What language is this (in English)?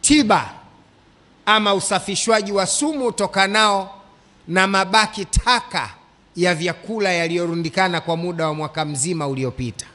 Swahili